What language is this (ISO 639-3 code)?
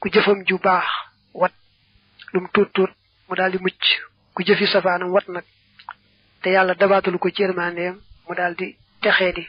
wol